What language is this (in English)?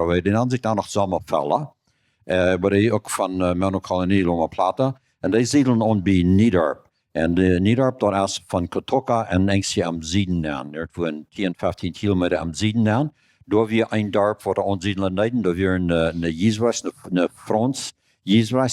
Plautdietsch